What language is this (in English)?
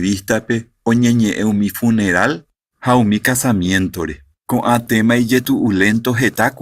Guarani